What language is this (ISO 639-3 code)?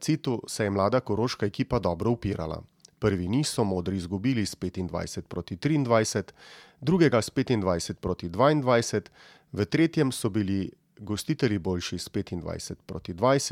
slv